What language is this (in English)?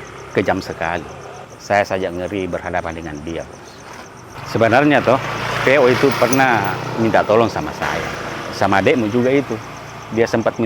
Makassar Malay